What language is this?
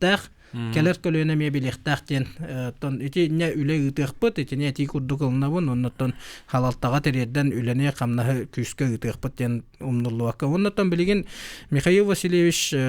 Yakut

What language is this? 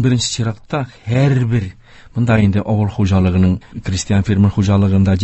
Tatar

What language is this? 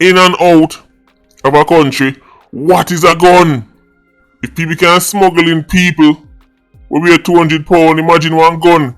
Jamaican Creole English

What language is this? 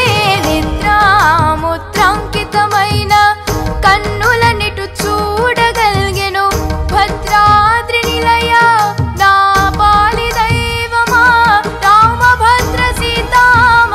Telugu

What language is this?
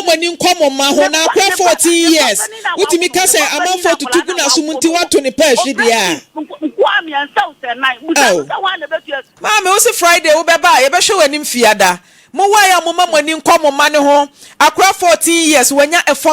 Akan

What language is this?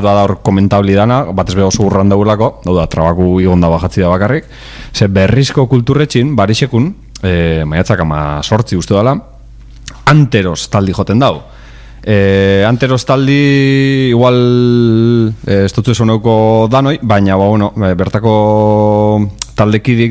Basque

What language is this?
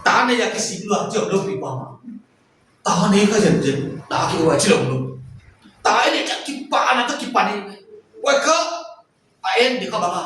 Paite Chin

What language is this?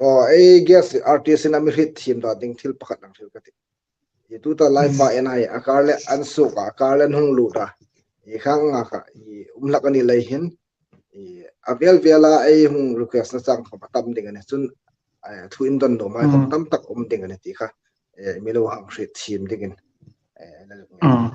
Hmar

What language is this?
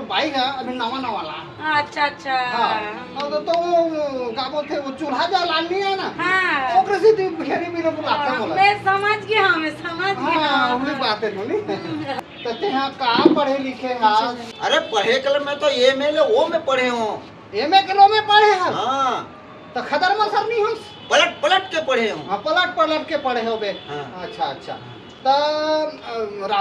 Chhattisgarhi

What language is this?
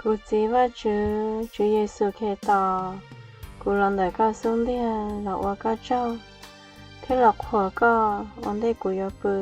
Hmong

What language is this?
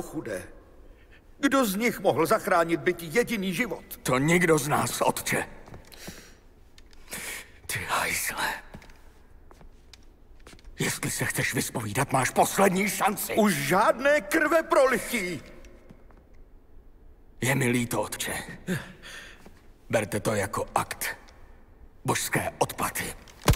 Czech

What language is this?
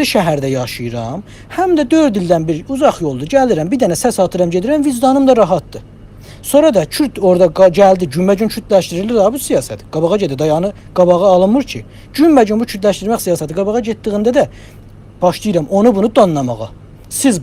South Azerbaijani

